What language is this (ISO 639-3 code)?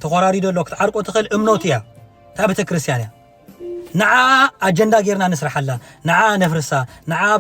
tir